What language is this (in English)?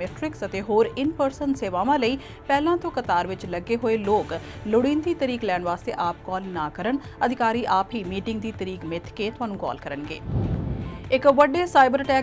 Punjabi